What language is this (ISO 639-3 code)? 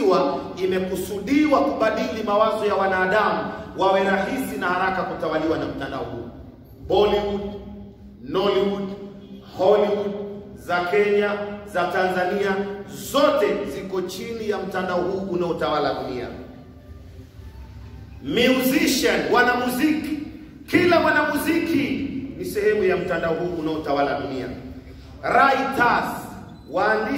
swa